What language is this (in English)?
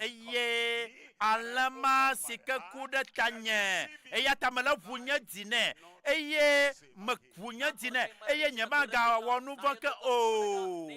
Ewe